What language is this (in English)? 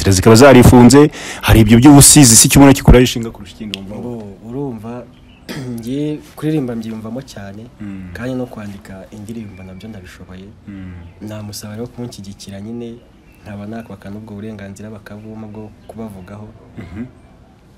Kinyarwanda